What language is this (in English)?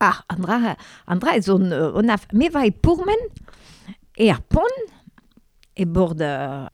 Breton